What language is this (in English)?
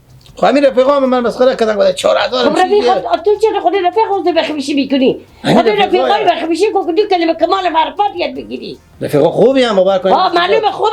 Persian